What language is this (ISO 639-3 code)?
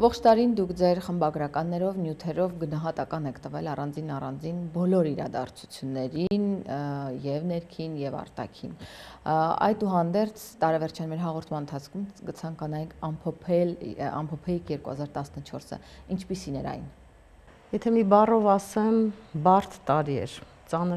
hye